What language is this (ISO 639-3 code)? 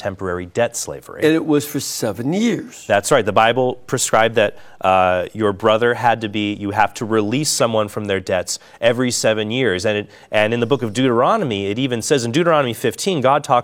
eng